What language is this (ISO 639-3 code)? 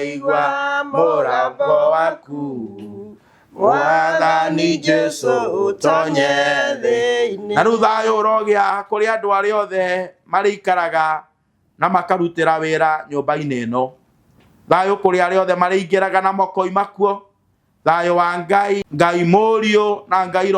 kik